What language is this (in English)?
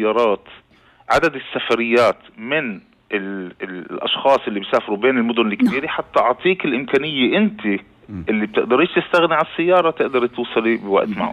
North Levantine Arabic